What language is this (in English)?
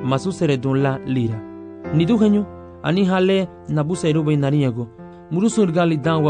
Garifuna